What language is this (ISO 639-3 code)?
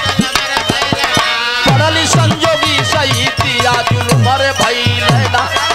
bho